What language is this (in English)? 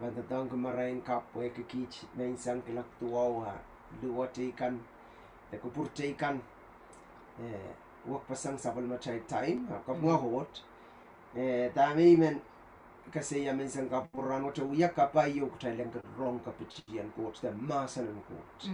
Pohnpeian